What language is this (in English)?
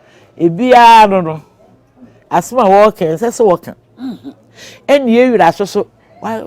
Akan